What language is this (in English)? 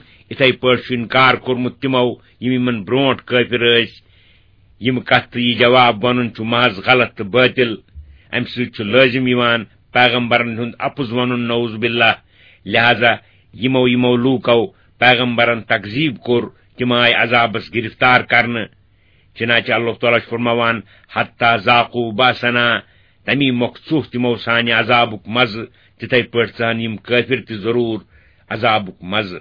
Kashmiri